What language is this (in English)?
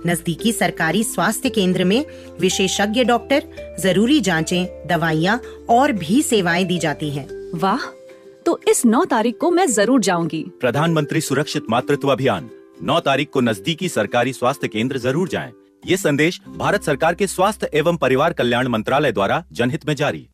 Hindi